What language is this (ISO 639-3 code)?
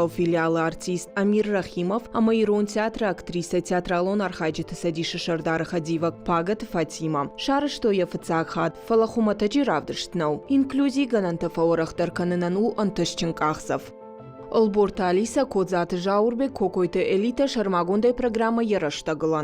oss